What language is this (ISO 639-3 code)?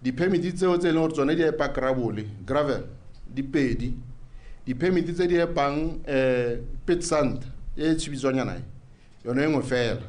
tsn